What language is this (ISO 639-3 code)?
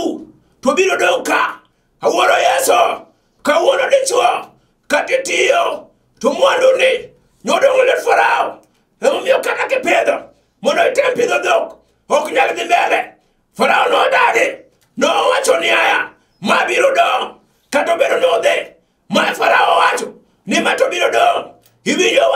luo